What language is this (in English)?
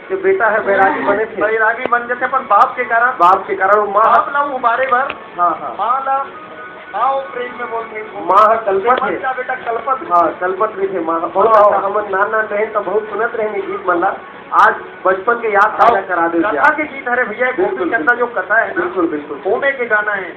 Chhattisgarhi